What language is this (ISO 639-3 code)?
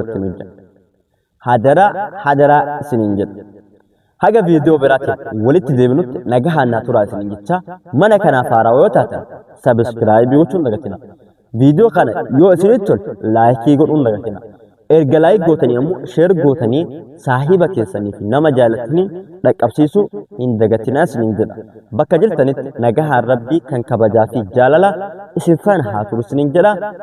orm